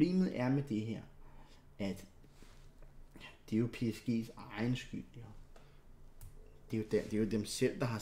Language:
Danish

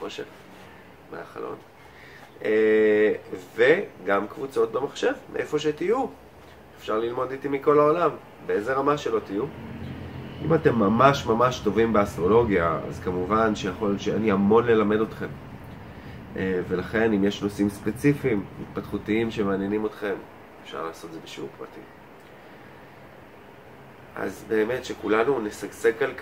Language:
Hebrew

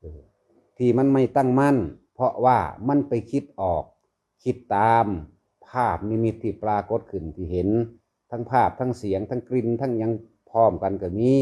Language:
Northeastern Thai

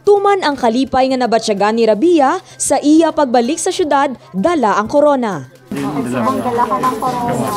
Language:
Hiligaynon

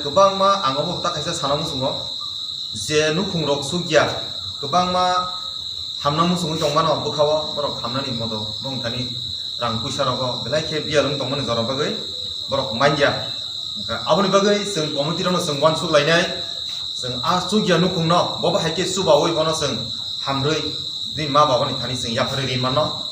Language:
Kok Borok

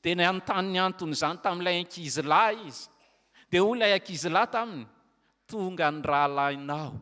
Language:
Malagasy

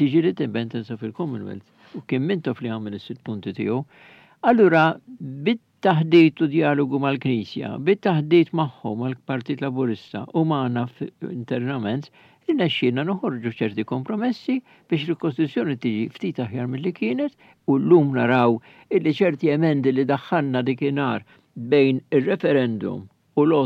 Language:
Maltese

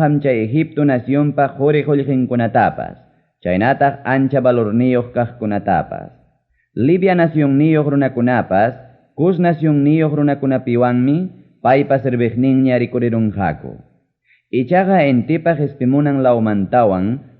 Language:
Ayacucho Quechua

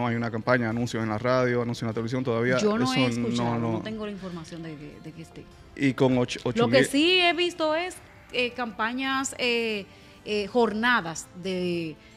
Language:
Spanish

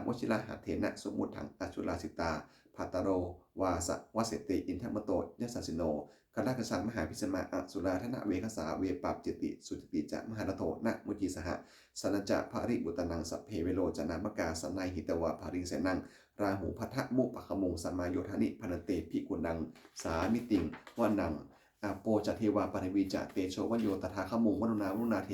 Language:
Pali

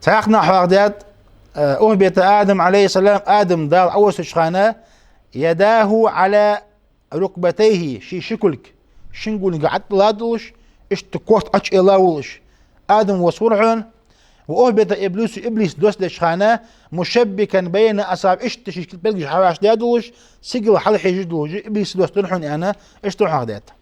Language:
Ingush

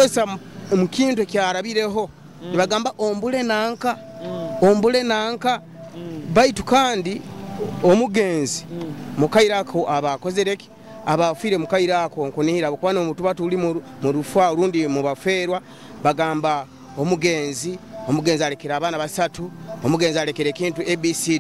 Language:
Nyoro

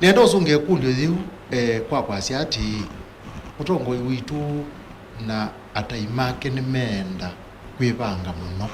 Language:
Kamba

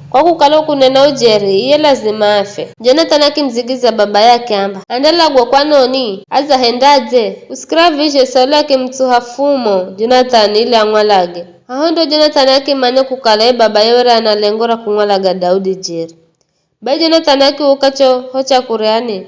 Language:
Giryama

